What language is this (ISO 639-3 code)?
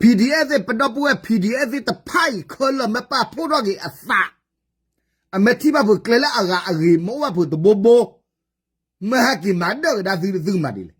ksw